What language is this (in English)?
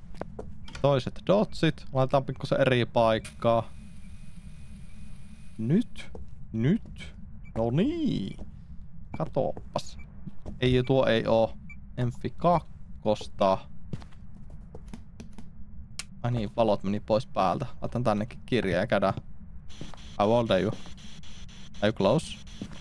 Finnish